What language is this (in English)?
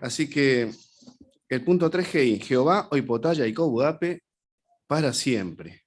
Guarani